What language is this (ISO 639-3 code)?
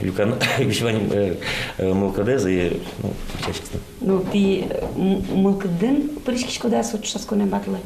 udm